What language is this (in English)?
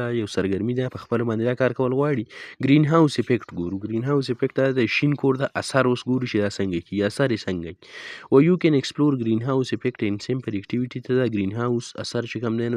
Pashto